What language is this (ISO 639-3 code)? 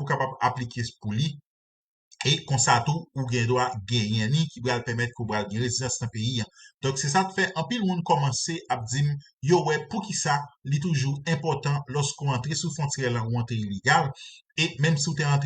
hat